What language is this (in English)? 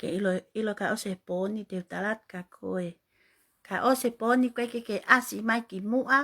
Tongan